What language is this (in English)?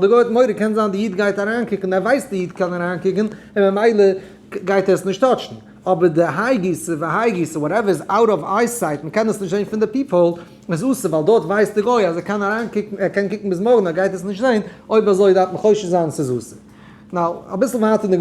Yiddish